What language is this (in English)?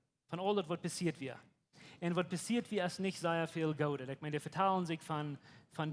Plautdietsch